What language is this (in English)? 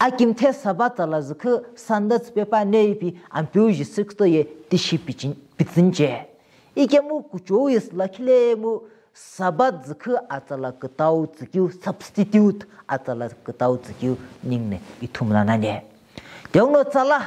Sumi Naga